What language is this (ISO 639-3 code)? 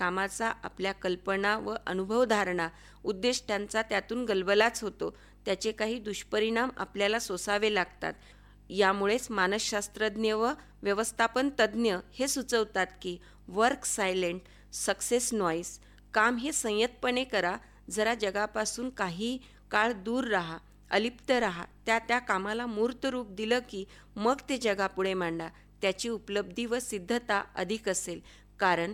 mar